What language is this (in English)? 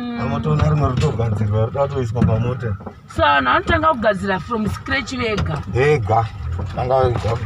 Shona